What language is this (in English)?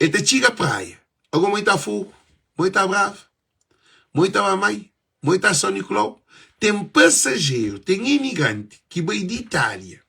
Kabuverdianu